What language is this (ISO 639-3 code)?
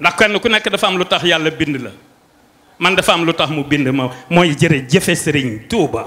wol